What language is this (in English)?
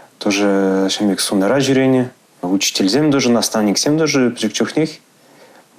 Chuvash